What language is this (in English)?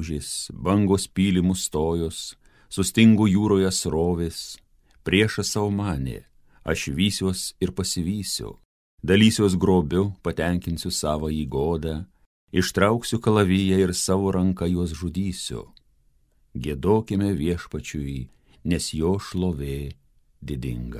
Lithuanian